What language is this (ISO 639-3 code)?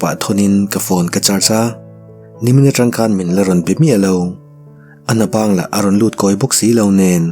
lus